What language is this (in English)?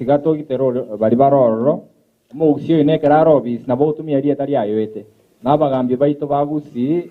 Gusii